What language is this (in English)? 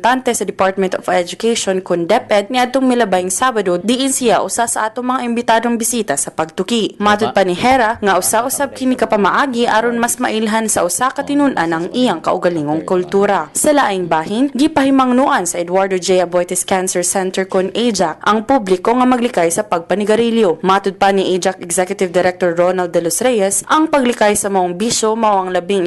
Cebuano